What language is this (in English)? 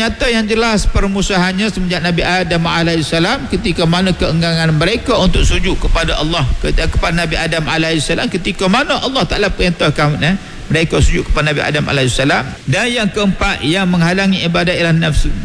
Malay